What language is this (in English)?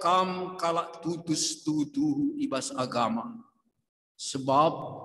Batak Karo